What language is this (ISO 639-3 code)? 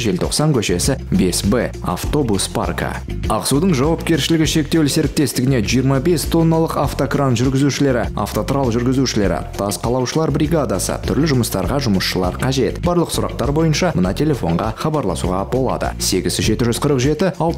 kaz